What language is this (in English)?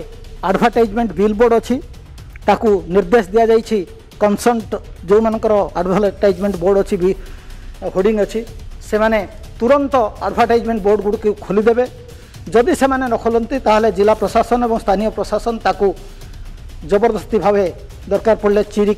Odia